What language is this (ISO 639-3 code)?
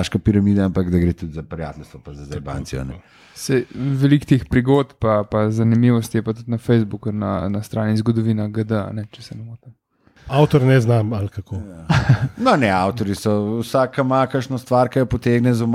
slv